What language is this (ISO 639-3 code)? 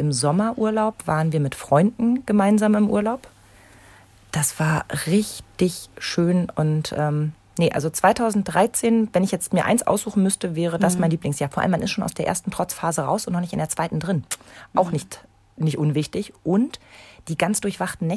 deu